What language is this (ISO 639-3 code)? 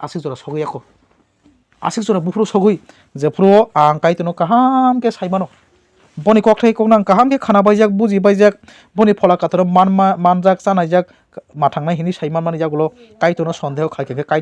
trp